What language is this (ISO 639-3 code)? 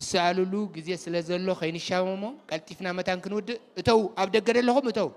tir